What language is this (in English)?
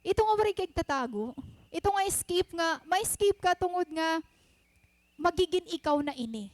Waray